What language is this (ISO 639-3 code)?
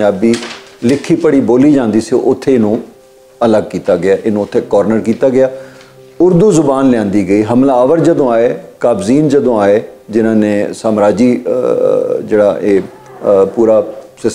lah